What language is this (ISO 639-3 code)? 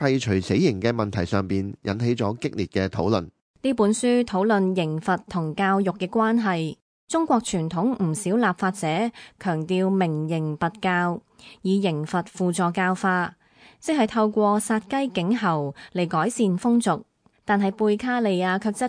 yue